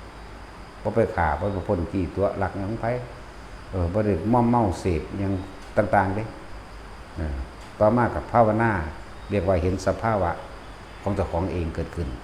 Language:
Northeastern Thai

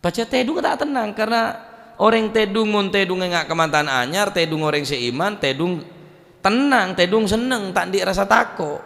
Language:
Madurese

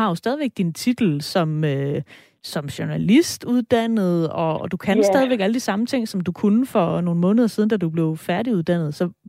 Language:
Danish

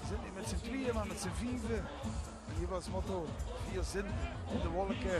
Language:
Limburgish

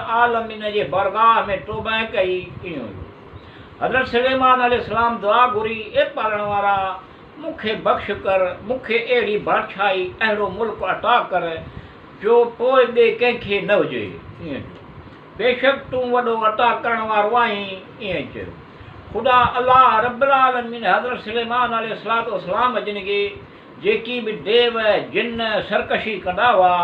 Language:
Sindhi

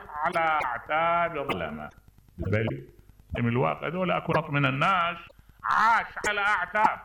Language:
Mesopotamian Arabic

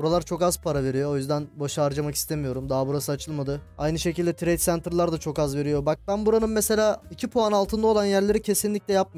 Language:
Turkish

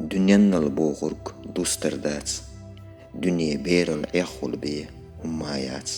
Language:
Chechen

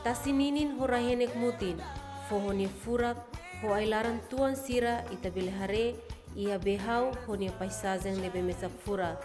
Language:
Tetum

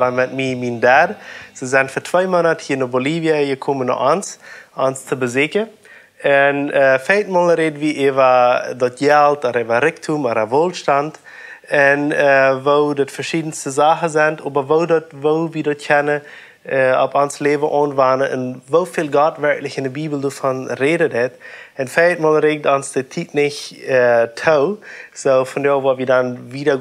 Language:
Plautdietsch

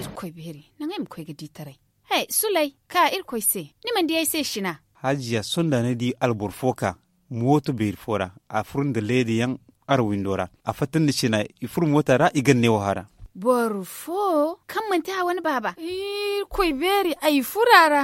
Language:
Zarma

